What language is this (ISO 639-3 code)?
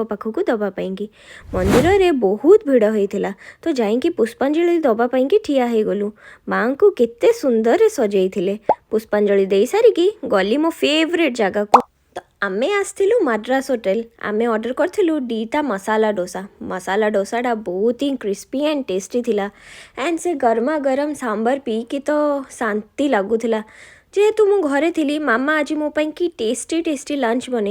ori